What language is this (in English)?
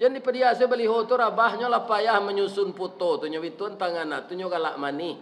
Minangkabau